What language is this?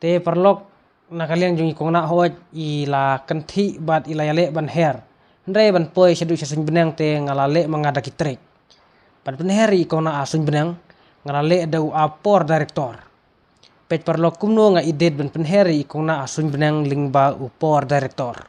Khasi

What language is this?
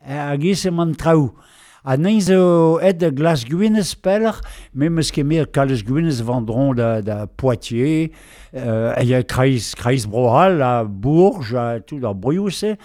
Breton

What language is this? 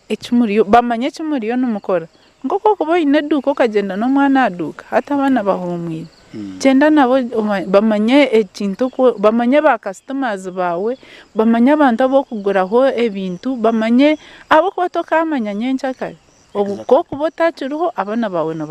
Nyankole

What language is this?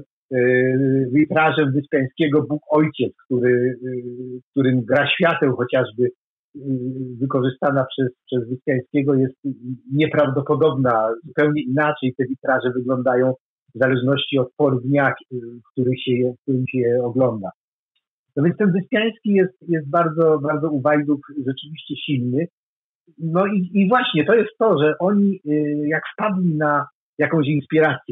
Polish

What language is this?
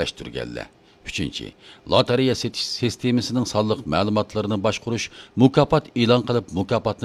Uyghur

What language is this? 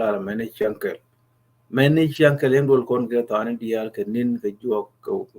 Nuer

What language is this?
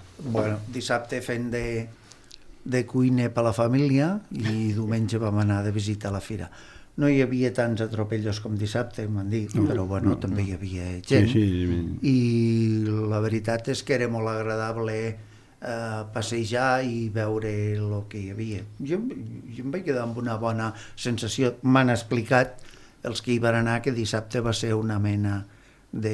Catalan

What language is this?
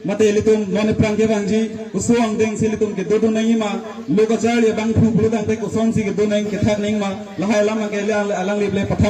Karbi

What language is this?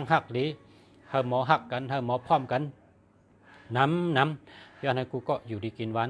Shan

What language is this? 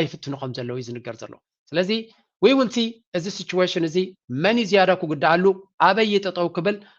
Tigrinya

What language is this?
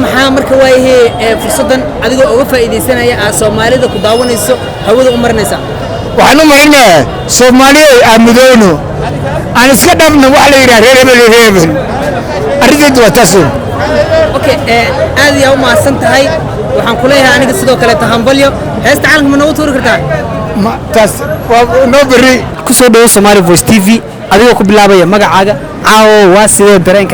Somali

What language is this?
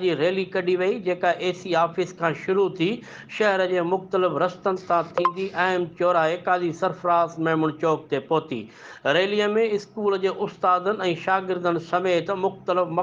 Sindhi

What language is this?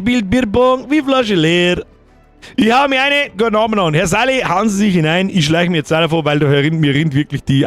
Bavarian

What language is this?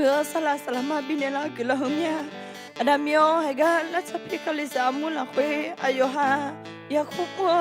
Akha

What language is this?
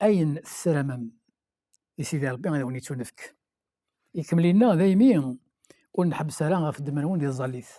Kabyle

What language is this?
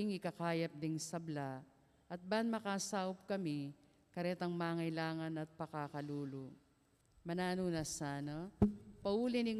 Pampanga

